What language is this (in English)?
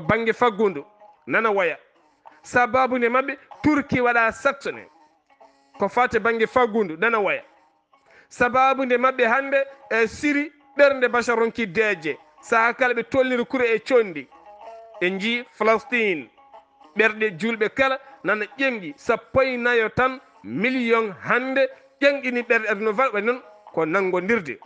Fula